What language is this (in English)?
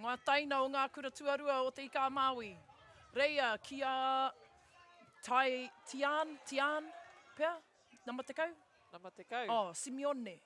Māori